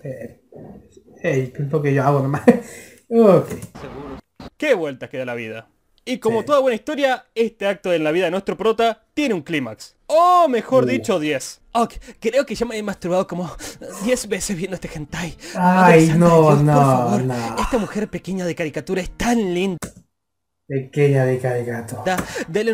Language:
Spanish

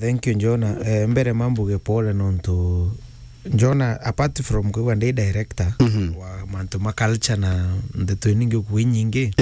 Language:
Meru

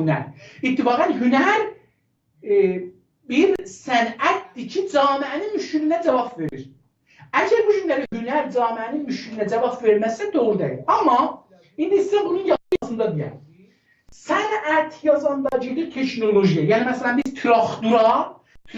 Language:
South Azerbaijani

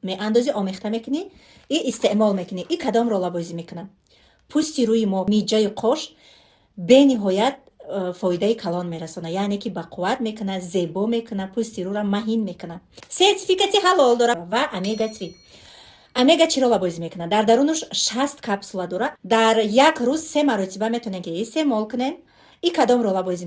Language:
Tajik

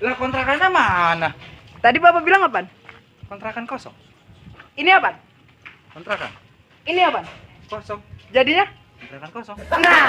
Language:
Betawi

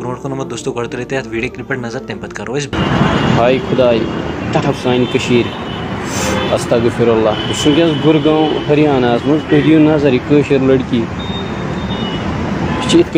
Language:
Kashmiri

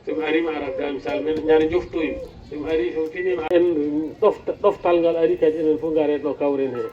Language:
Fula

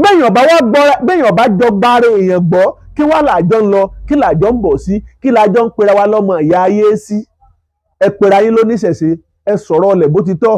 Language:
Yoruba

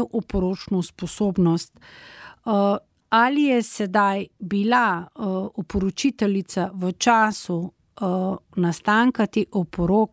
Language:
Slovenian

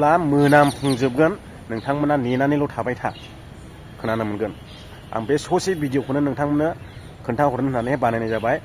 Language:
Bodo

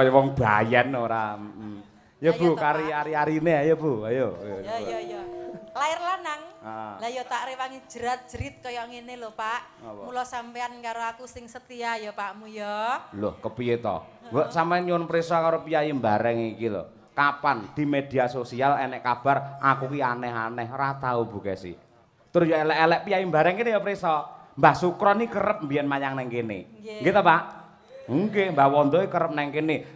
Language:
Javanese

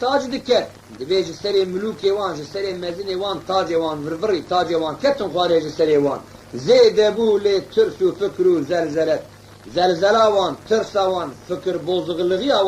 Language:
Kurdish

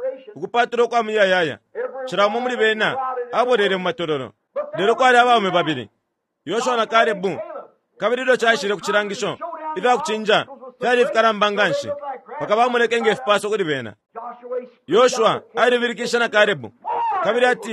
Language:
Bemba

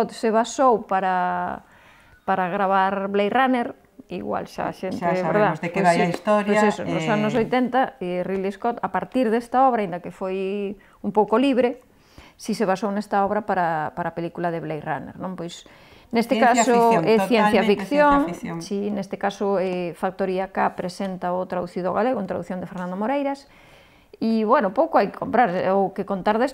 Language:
Galician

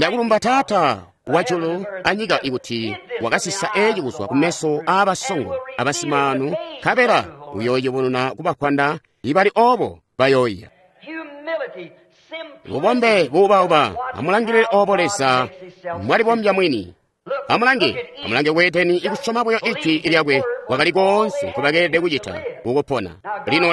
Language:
Tonga (Zambia)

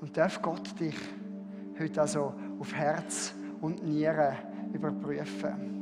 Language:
Swiss German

